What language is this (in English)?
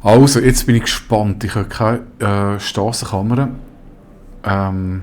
Swiss German